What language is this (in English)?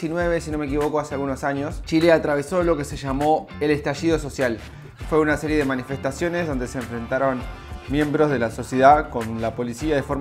Spanish